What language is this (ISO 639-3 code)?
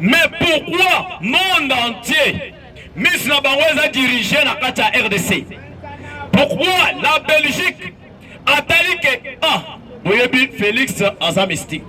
lin